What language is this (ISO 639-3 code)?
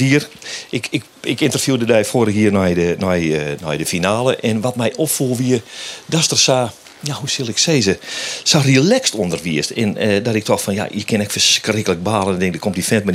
fry